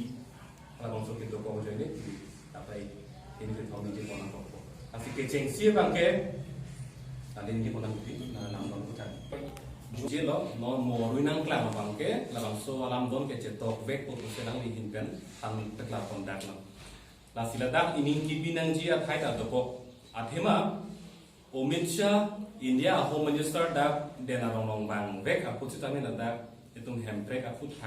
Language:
Karbi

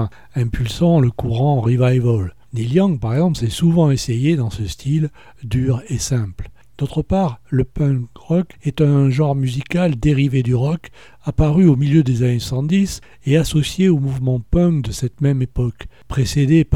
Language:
French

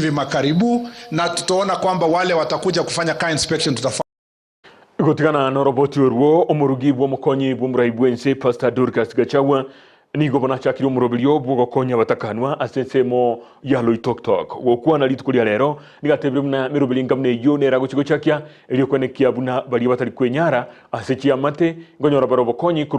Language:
Gusii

